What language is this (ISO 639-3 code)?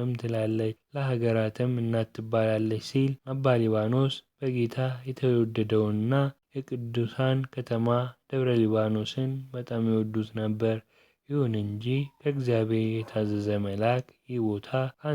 amh